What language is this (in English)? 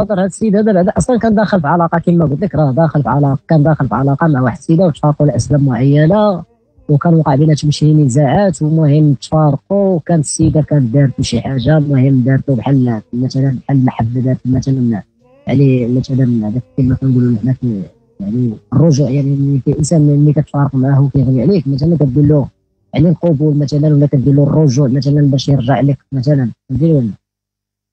Moroccan Arabic